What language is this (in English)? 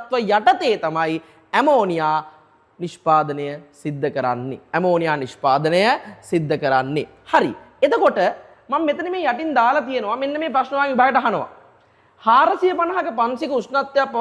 Sinhala